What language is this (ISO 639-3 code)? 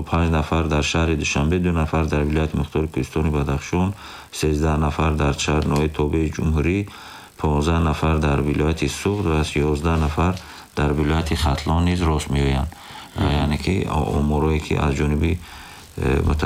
tgk